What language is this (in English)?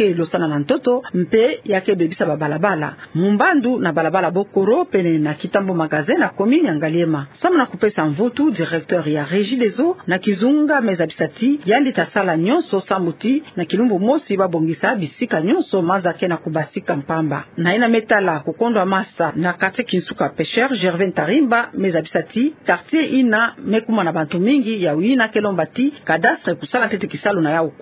Kituba (Democratic Republic of Congo)